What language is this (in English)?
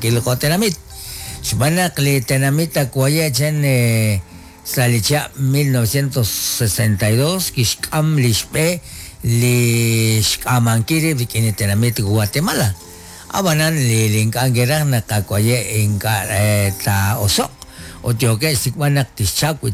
Kekchí